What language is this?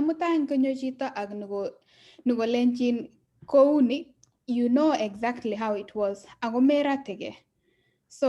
Kalenjin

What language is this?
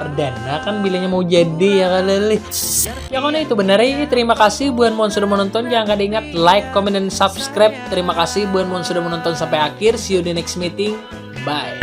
Banjar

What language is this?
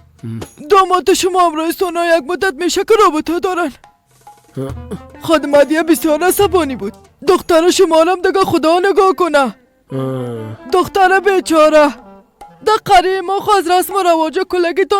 Persian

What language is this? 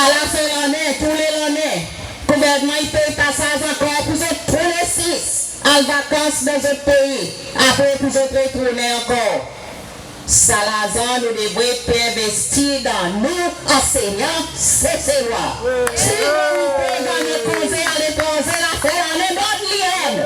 Seselwa Creole French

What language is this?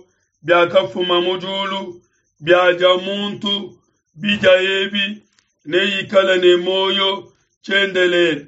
Luba-Lulua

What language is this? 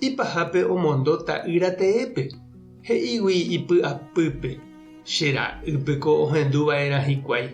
Guarani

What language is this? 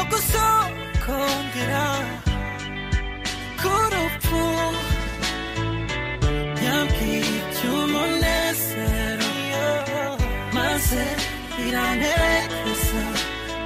Kinyarwanda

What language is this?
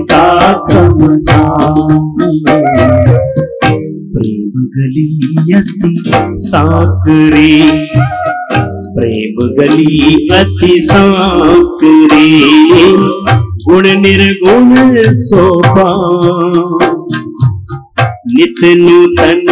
Hindi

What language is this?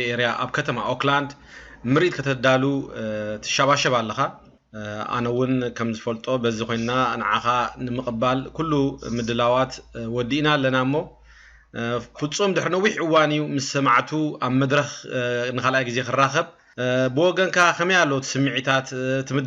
Tigrinya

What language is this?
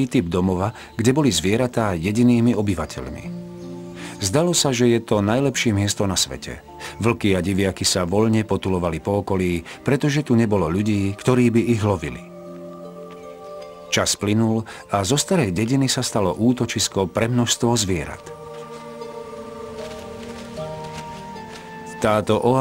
Slovak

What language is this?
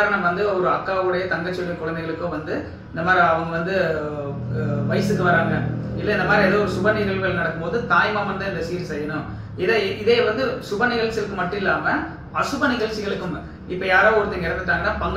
Tamil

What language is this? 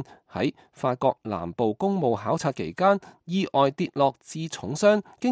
Cantonese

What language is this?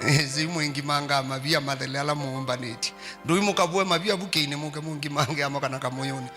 Kamba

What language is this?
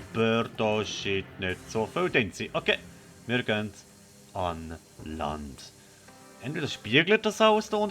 Swiss German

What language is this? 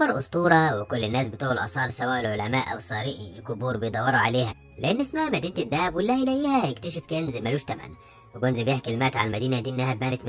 Egyptian Arabic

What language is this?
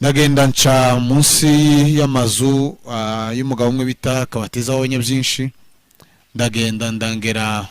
Kinyarwanda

